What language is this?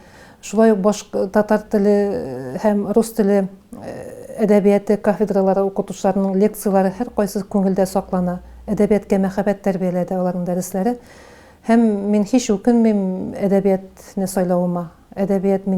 Tatar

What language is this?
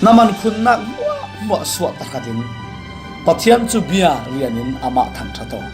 Falam Chin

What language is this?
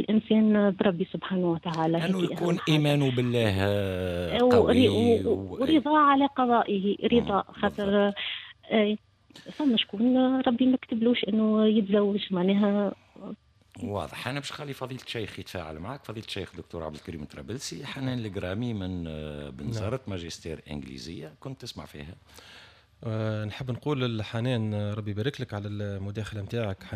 Tunisian Arabic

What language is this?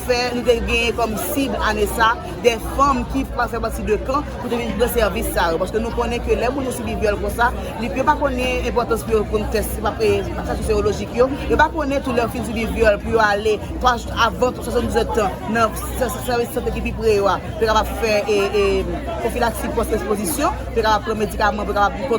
Haitian Creole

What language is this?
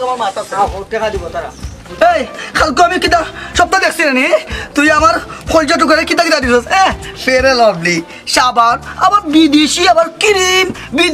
Sylheti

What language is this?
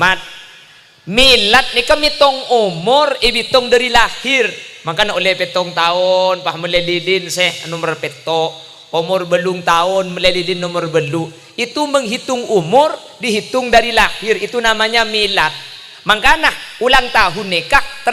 Madurese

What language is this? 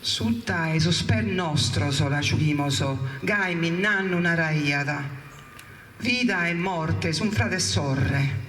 Sardinian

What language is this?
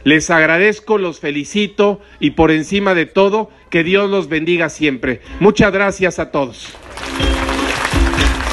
Spanish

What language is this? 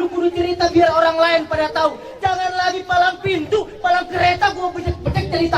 Betawi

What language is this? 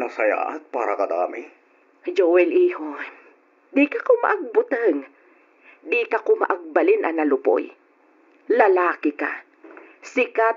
Iloko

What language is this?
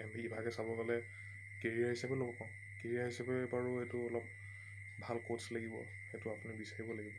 Assamese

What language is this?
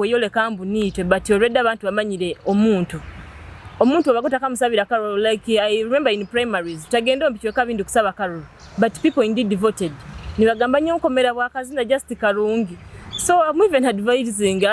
Nyoro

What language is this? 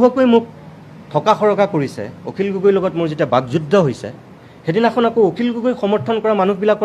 Assamese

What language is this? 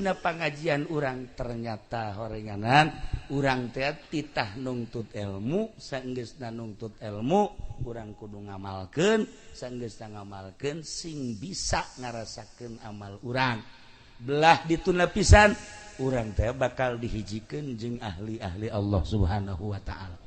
Sundanese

